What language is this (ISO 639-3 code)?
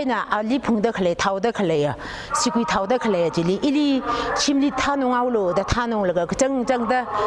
nmf